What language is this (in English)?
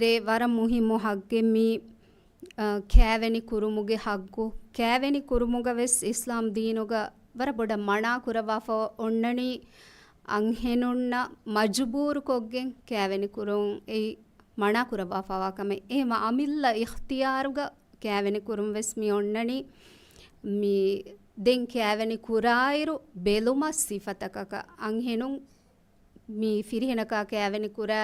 Divehi